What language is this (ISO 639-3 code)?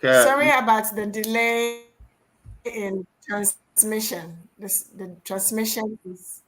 ewe